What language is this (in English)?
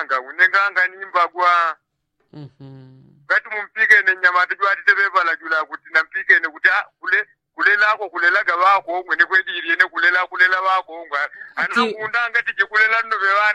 Yao